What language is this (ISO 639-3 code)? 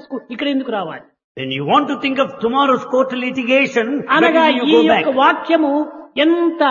tel